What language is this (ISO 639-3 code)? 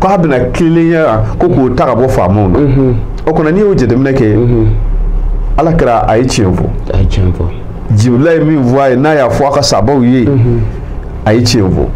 bam